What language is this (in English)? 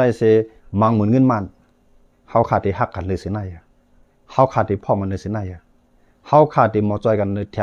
Shan